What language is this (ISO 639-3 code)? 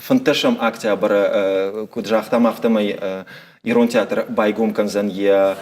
oss